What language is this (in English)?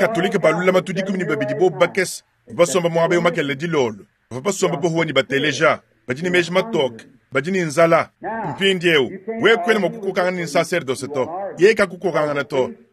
Luba-Lulua